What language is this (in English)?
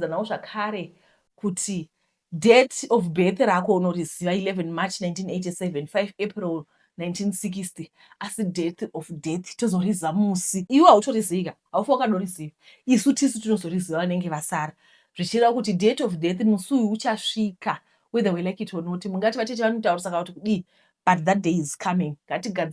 Shona